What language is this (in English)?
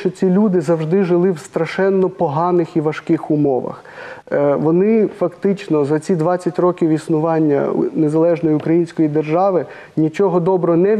Ukrainian